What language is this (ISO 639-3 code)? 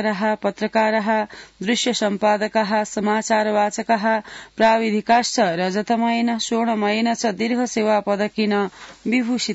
san